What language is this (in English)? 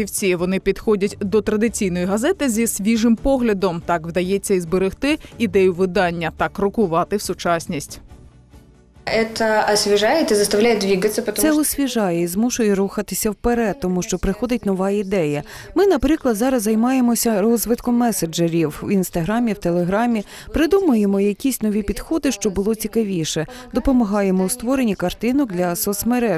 Ukrainian